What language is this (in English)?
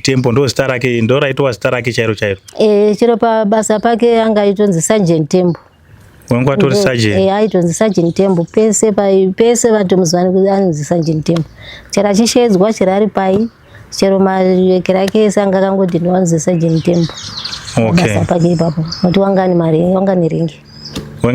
Shona